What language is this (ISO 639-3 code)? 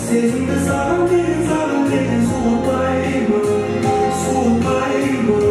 kaa